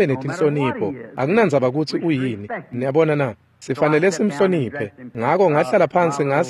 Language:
Swati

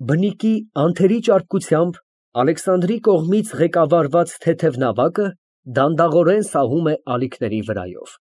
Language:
Armenian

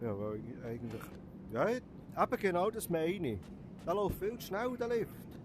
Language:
Swiss German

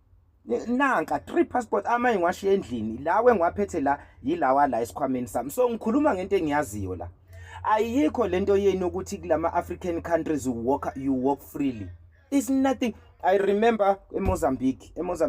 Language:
Zulu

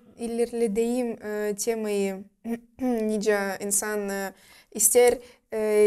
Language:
Gagauz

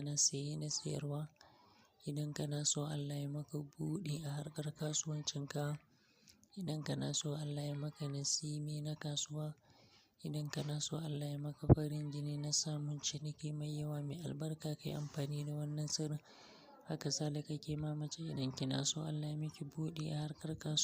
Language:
Hausa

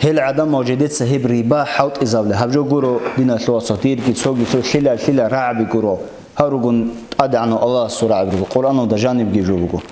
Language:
Avaric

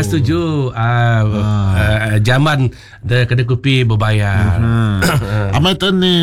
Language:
Malay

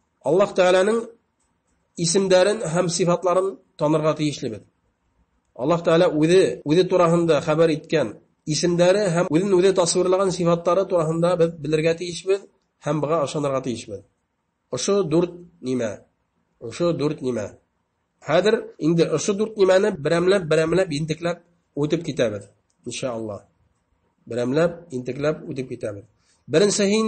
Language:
Bashkir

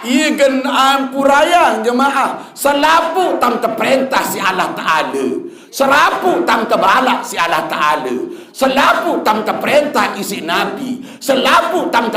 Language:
Sasak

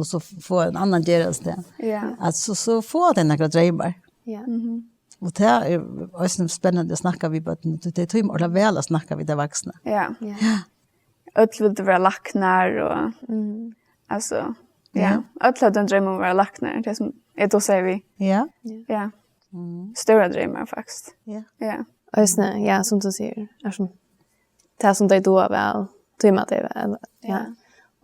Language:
Faroese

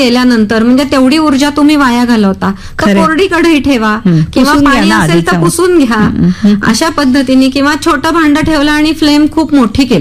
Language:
Marathi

